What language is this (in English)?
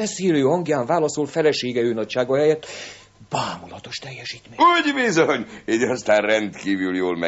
Hungarian